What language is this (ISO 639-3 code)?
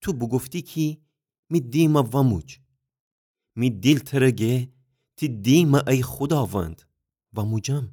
glk